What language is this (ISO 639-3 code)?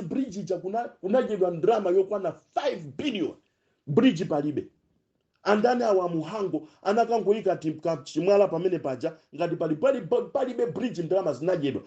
nya